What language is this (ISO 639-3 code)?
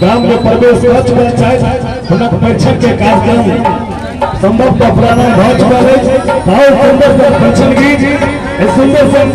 mai